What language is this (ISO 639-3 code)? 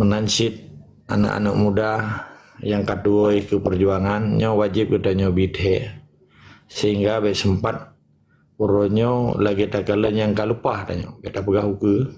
ace